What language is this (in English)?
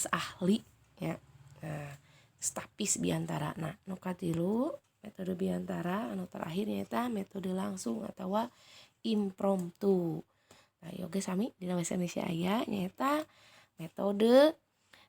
Sundanese